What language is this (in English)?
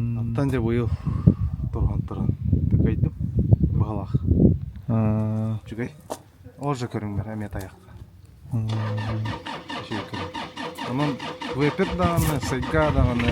Yakut